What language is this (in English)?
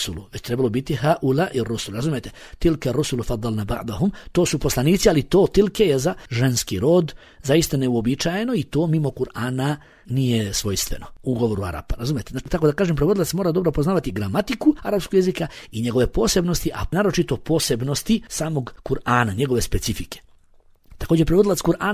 Bosnian